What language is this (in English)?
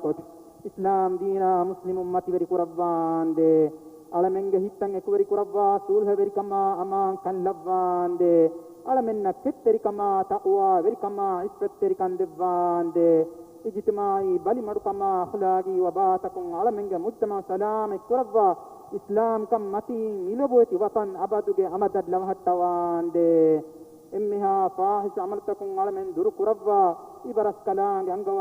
Divehi